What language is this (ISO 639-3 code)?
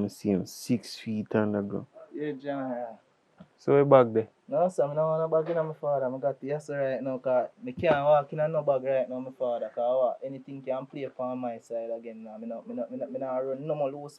jam